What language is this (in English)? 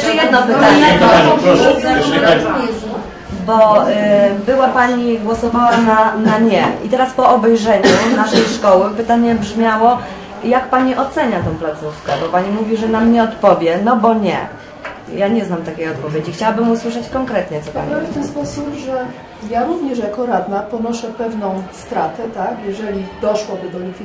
Polish